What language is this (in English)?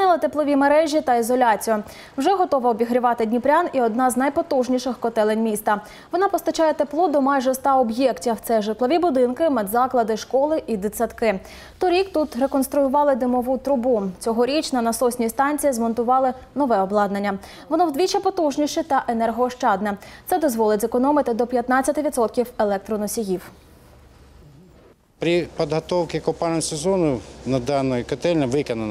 Ukrainian